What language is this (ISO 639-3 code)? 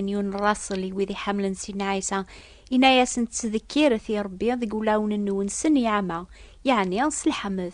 kab